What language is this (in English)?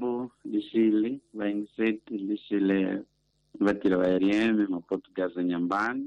Tsonga